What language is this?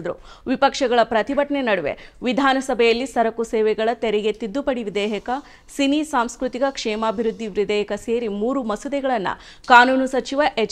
Kannada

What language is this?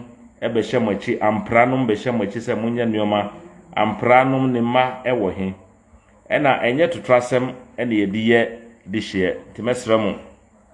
Akan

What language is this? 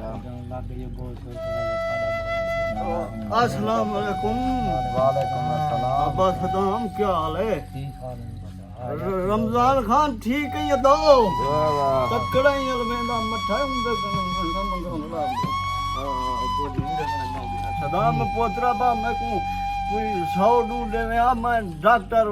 Saraiki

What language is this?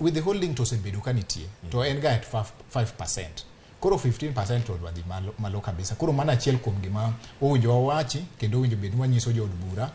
Luo (Kenya and Tanzania)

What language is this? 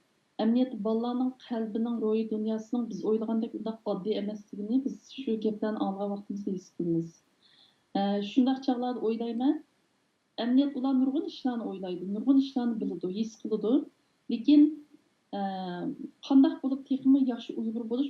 Uyghur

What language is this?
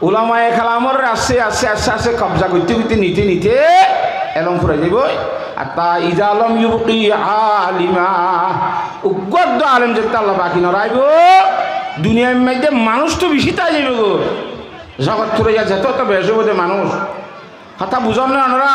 Rohingya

